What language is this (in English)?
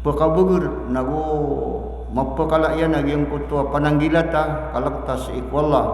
Maranao